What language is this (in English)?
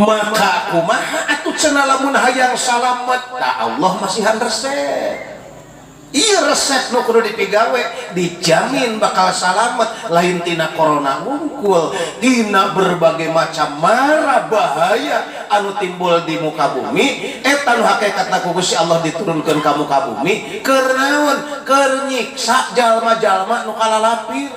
Sundanese